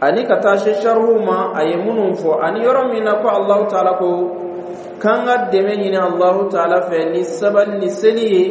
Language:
Dyula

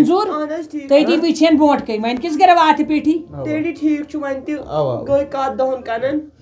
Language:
Kashmiri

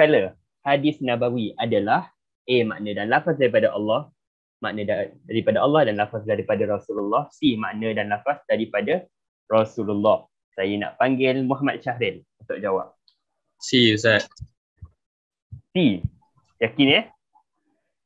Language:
Malay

